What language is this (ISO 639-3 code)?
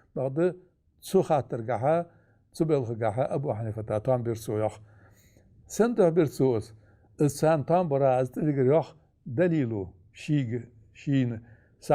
inh